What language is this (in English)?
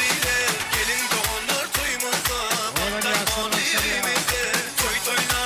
Turkmen